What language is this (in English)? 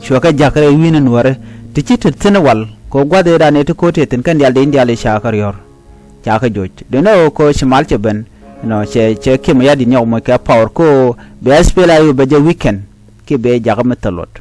Nuer